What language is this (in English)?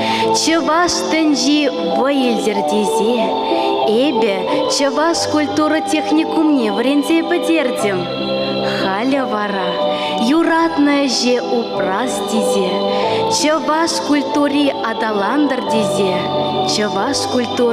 Chuvash